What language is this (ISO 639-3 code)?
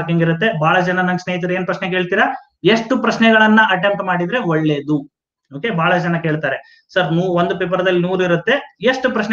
kan